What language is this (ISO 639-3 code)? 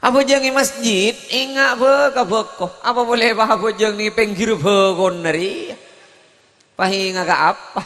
mad